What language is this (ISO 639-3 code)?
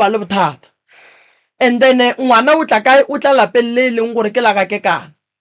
nso